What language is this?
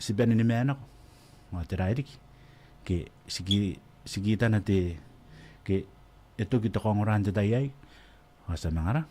Gilbertese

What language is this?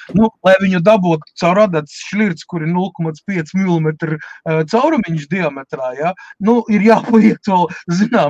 Latvian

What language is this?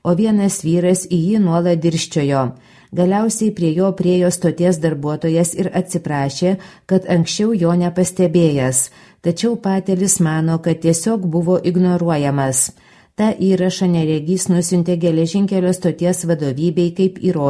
Lithuanian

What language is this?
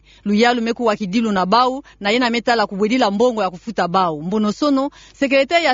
Kituba (Democratic Republic of Congo)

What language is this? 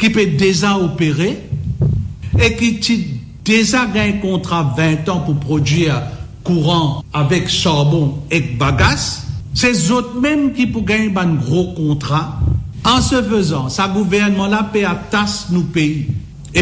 Morisyen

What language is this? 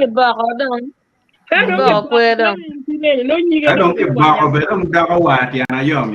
Acoli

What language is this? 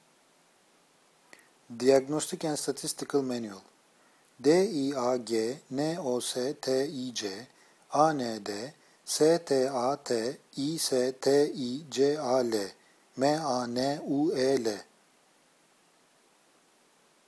Turkish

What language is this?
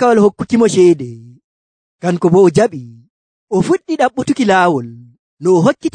Nigerian Fulfulde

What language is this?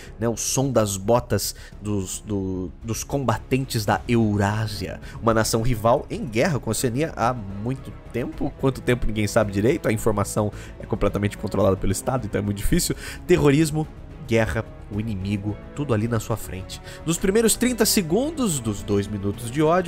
Portuguese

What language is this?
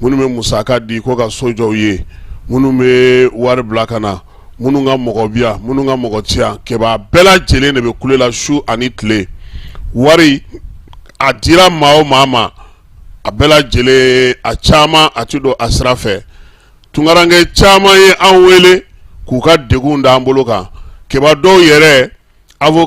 Bambara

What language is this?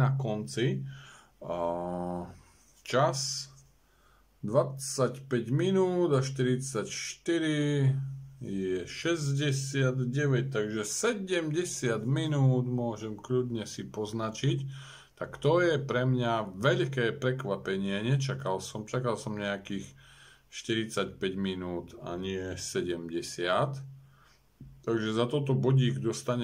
Slovak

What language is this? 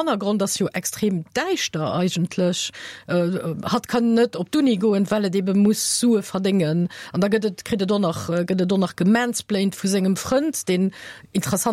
Luxembourgish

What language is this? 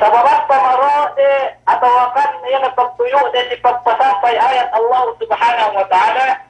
Yakan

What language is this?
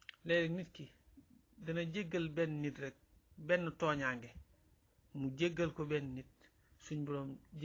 Wolof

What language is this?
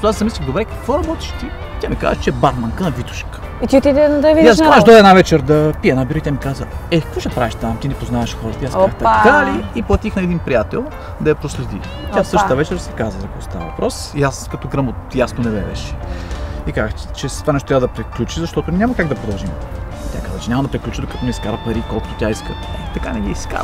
Bulgarian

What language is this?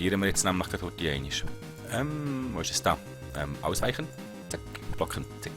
Swiss German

